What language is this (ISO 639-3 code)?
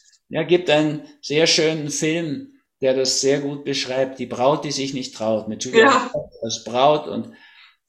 deu